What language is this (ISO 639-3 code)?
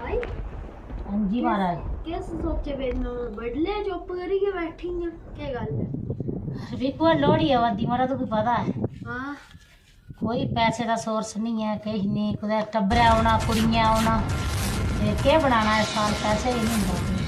doi